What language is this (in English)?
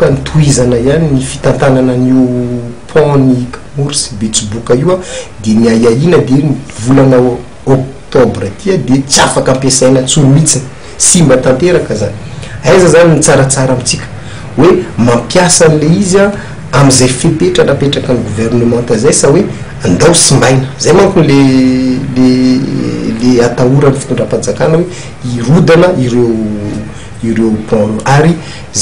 Malagasy